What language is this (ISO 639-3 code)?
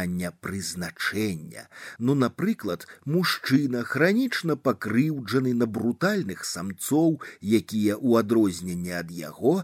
bel